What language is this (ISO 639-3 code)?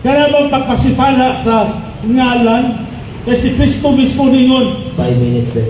ceb